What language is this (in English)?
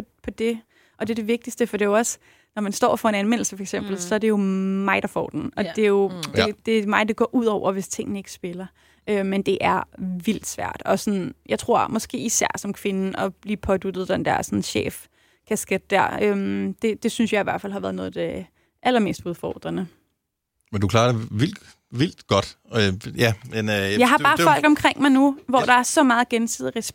Danish